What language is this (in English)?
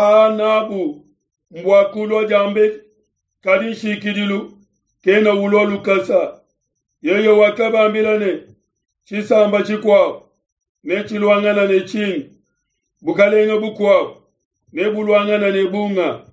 Luba-Lulua